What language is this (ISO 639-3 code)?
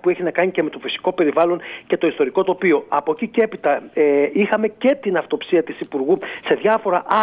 ell